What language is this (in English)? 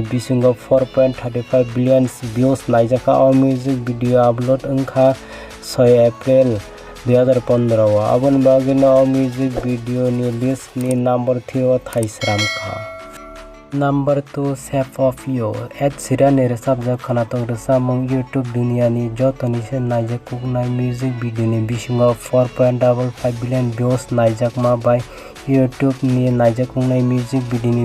Kok Borok